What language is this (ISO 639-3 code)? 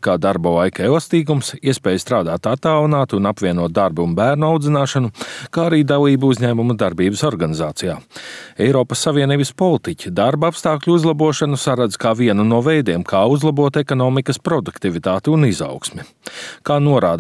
lav